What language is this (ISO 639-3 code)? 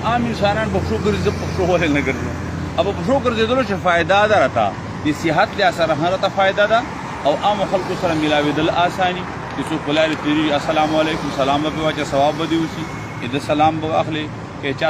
pus